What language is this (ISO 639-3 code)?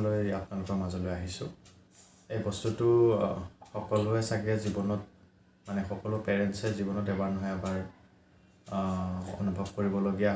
asm